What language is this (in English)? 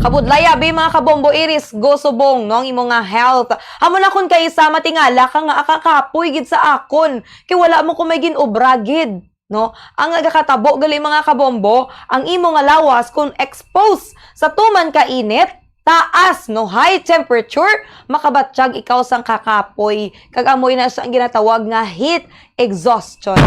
Hiligaynon